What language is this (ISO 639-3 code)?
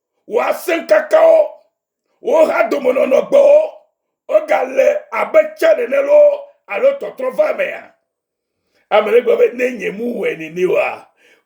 ewe